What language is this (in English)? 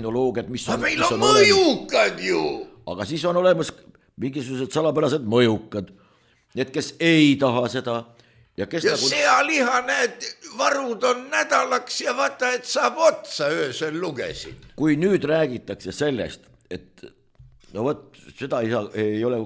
Estonian